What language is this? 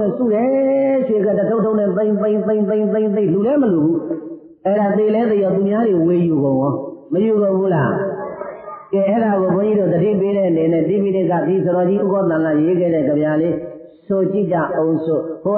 Burmese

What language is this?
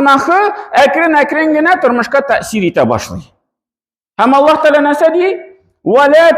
Tatar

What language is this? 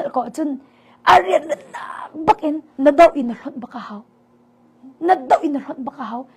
Hakha Chin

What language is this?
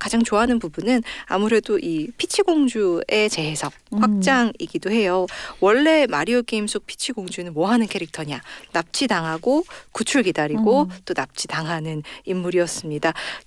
Korean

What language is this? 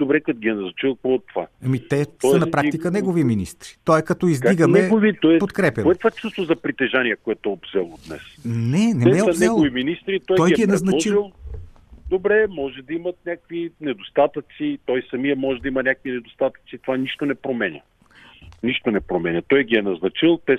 Bulgarian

